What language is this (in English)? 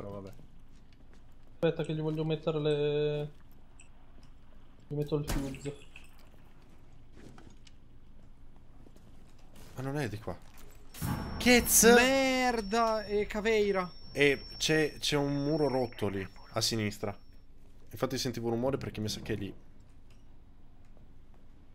Italian